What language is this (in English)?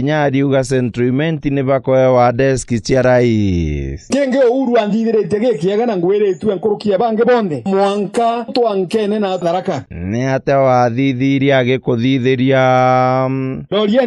Meru